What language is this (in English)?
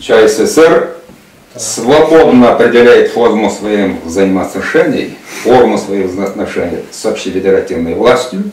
Chuvash